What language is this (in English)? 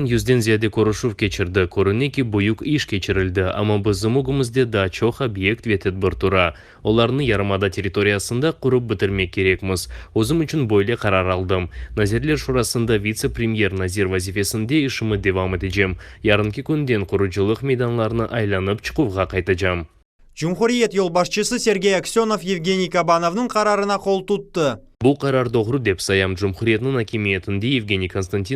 Crimean Tatar